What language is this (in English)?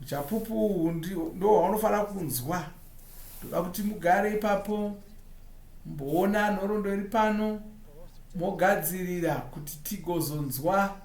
Shona